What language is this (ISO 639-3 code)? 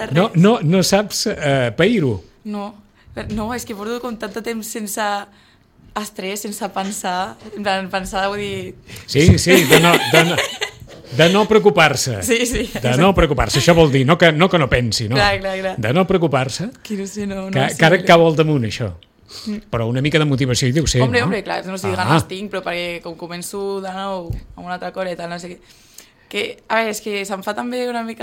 cat